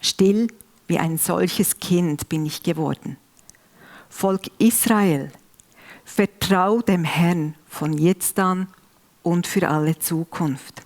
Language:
Swiss German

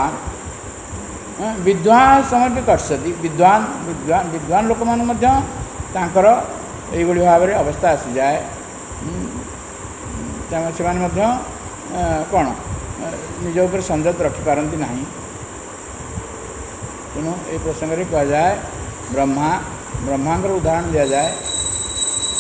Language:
Odia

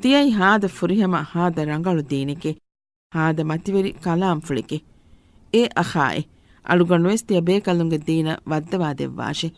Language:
Divehi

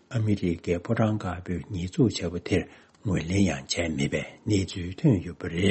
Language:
Tibetan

